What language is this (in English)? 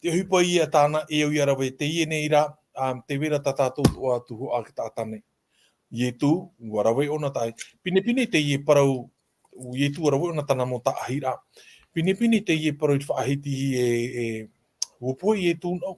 Tahitian